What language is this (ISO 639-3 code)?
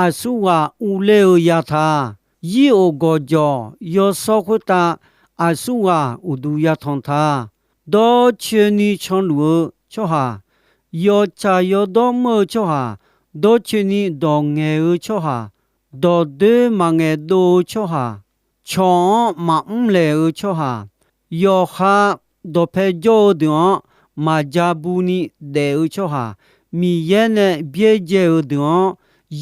ahk